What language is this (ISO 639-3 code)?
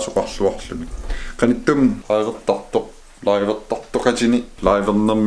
kal